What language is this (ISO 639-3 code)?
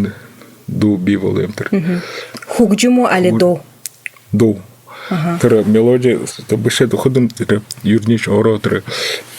bua